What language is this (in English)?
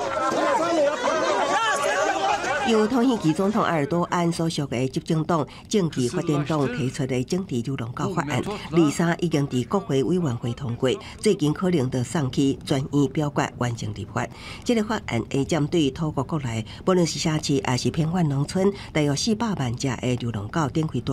Min Nan Chinese